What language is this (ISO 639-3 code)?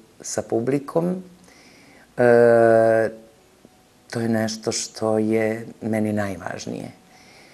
srp